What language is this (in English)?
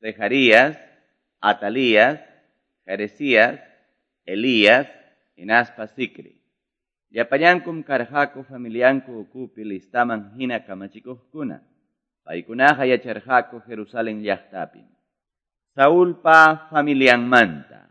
Quechua